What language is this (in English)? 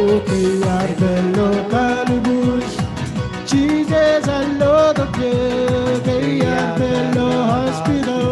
Marshallese